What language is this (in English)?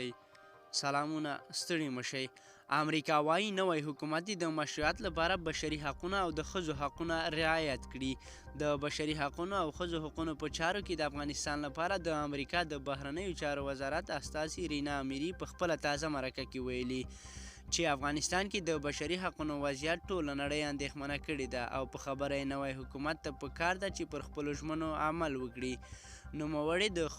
Pashto